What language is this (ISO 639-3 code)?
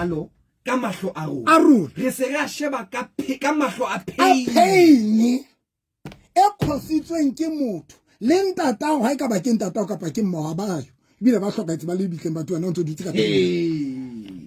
sot